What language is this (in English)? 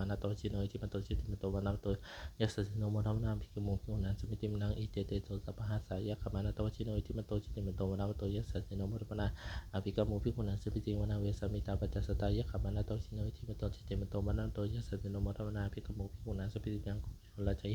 Pali